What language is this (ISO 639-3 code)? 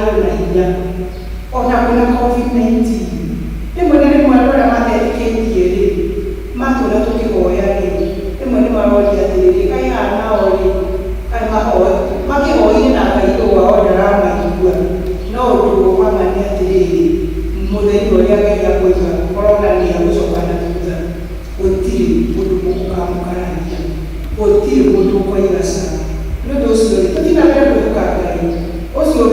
kik